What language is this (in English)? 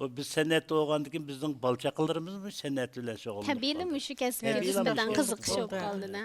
Uyghur